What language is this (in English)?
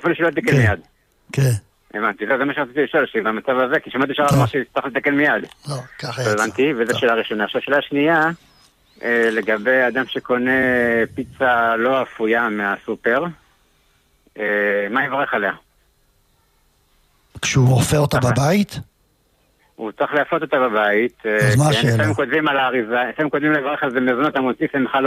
Hebrew